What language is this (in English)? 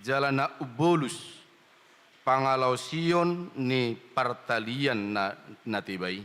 Batak Toba